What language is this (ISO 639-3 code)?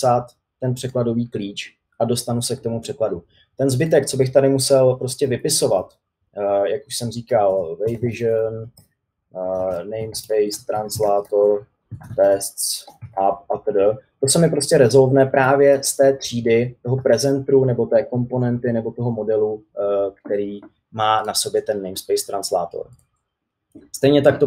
ces